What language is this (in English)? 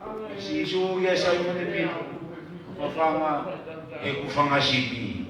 Tongan